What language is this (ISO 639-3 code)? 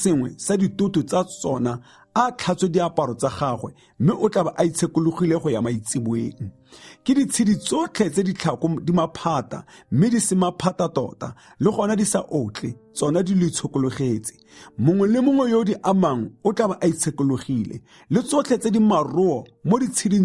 tsn